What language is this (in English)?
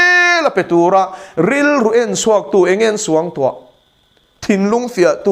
Mizo